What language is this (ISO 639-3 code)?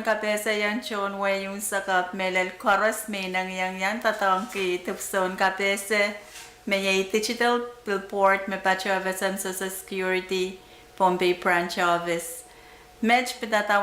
pon